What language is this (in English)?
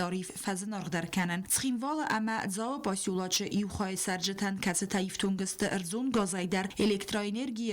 Ossetic